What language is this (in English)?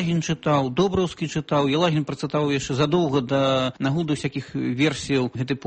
Belarusian